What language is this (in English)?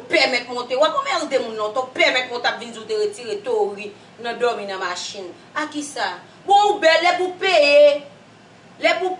Haitian Creole